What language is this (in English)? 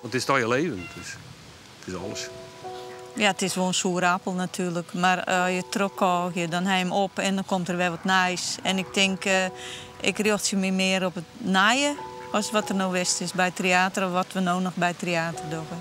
Western Frisian